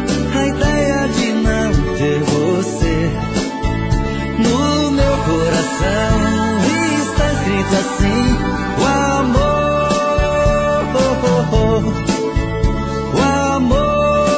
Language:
Portuguese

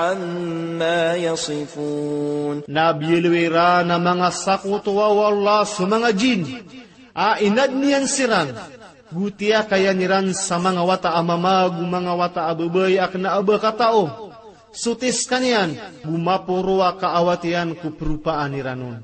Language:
Maranao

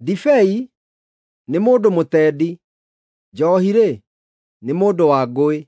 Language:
Kikuyu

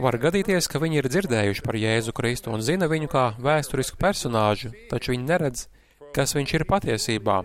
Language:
Latvian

